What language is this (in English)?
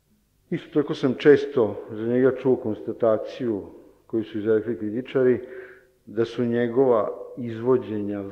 Serbian